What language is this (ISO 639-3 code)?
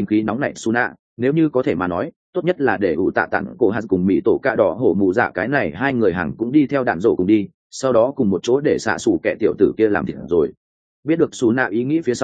vie